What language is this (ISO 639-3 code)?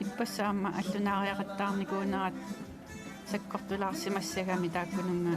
kal